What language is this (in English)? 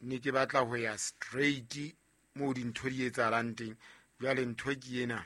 Southern Sotho